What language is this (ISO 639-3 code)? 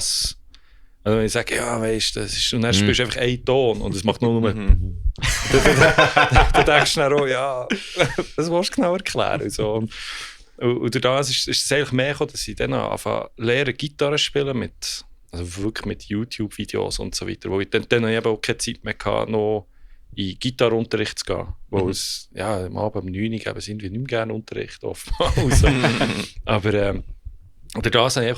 gsw